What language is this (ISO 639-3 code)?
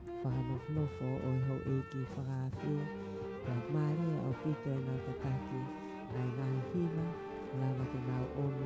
ton